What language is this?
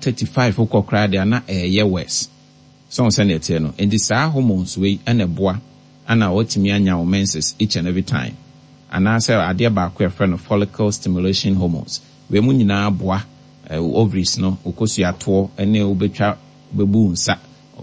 Akan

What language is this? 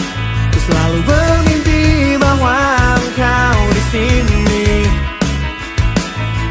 Indonesian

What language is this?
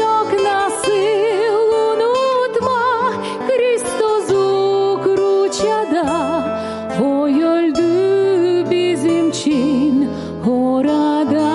Gagauz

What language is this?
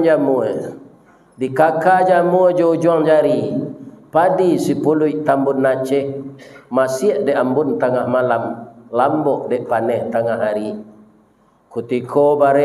Minangkabau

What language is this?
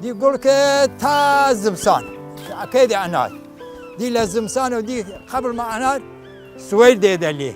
Southern Kurdish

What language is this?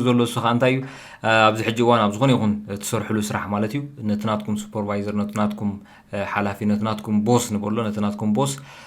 Tigrinya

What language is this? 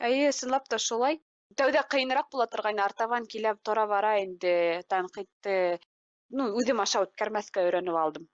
Bashkir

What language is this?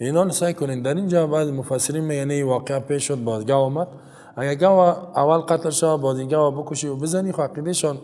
Persian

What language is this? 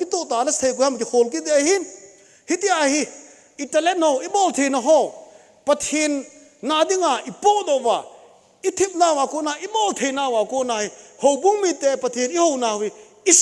Thado Chin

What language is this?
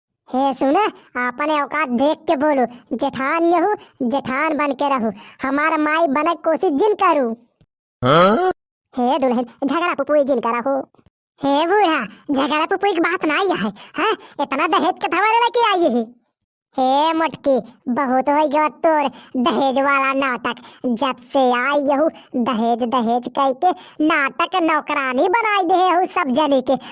Bhojpuri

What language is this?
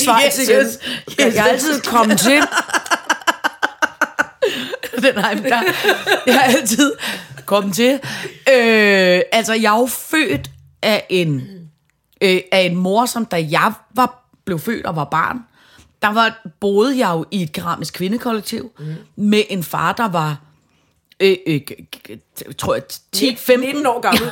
Danish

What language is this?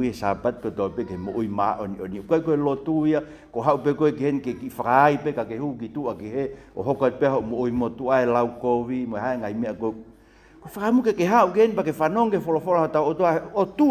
Tongan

